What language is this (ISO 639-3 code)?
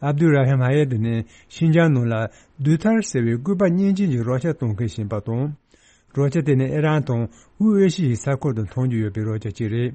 bod